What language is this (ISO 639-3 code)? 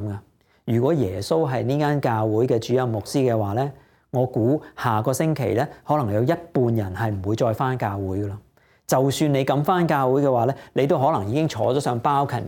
yue